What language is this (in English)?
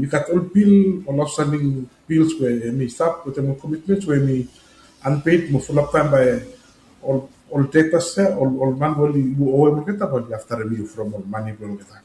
Bislama